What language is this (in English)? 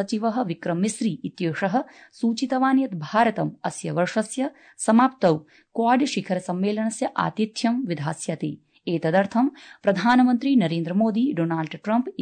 Sanskrit